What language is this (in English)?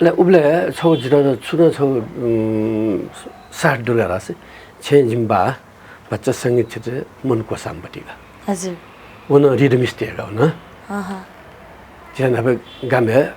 Newari